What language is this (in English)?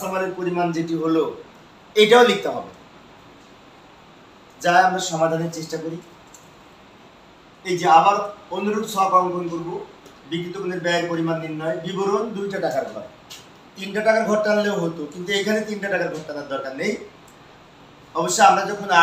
Bangla